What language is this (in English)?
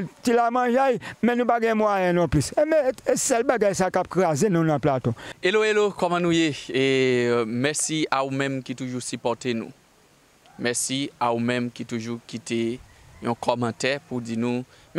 Haitian Creole